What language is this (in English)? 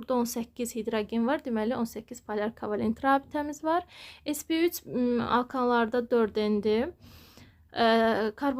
Azerbaijani